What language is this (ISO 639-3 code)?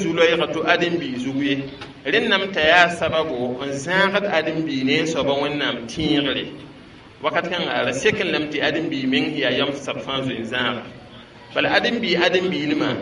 mos